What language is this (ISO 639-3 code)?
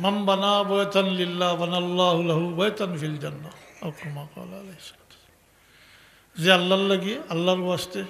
syl